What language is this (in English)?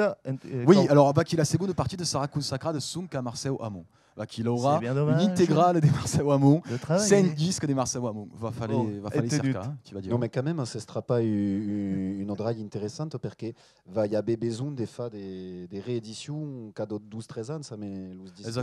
Occitan